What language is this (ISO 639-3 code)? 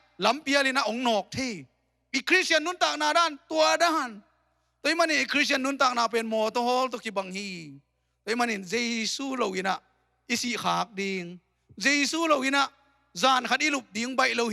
ctd